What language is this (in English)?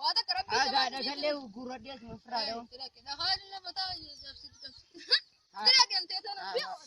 Oromo